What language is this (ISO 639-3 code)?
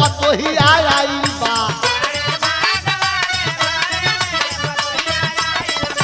bho